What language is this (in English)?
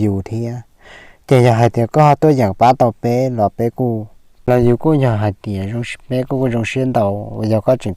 Hmong